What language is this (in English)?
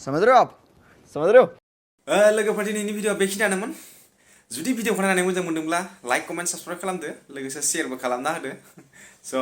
Bodo